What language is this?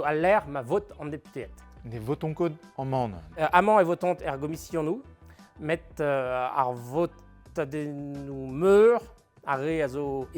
Breton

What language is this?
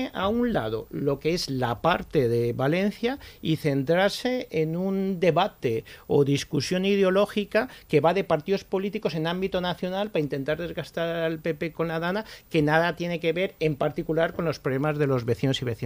Spanish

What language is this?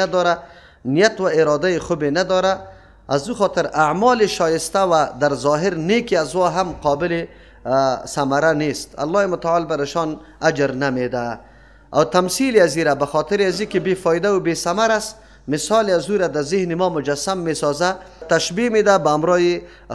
Persian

